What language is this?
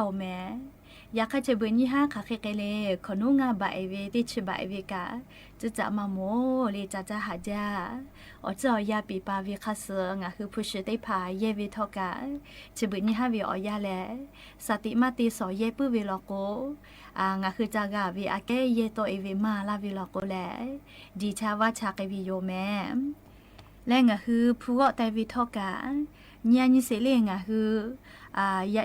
Lahu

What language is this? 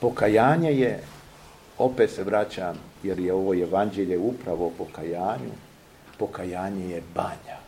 Serbian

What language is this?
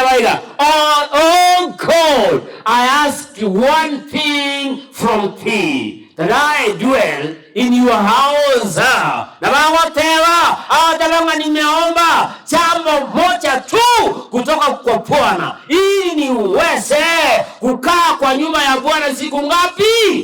Gusii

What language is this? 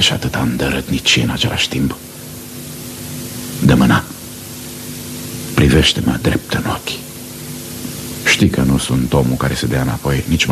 Romanian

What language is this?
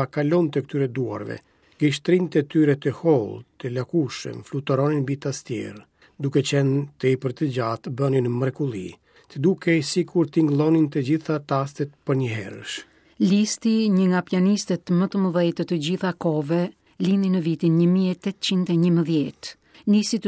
Albanian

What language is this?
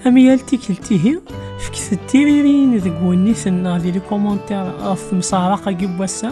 Kabyle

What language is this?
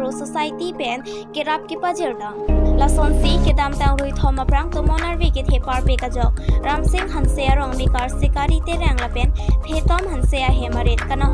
Karbi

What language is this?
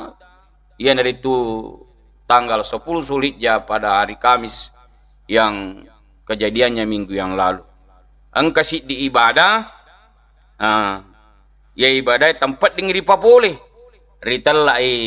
Buginese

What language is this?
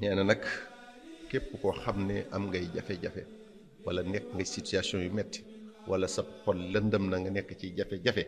Wolof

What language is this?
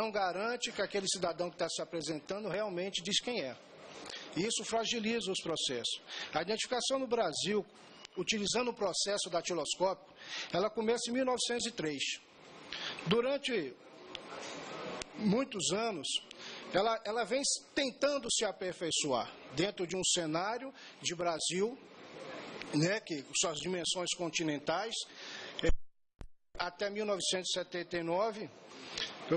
Portuguese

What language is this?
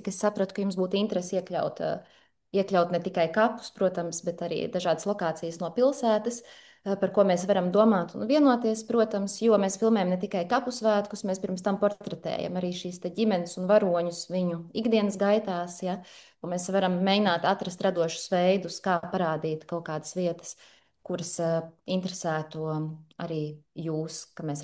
Latvian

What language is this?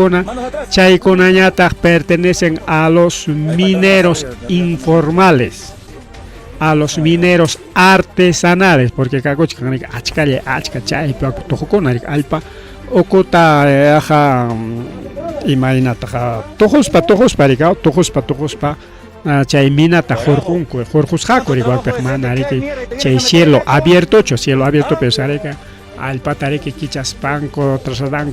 Ayacucho Quechua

